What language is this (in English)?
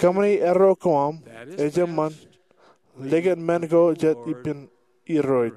Marshallese